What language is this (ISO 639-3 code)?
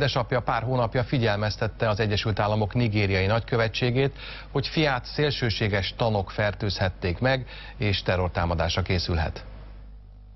hun